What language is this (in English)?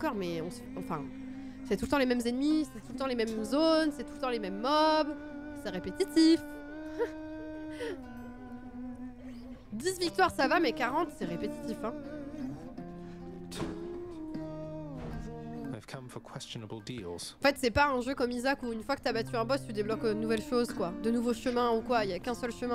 French